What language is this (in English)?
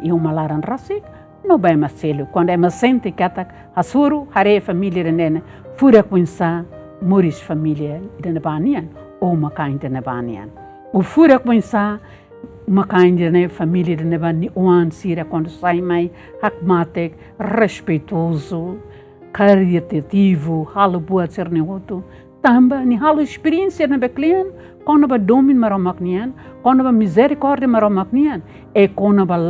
Tetum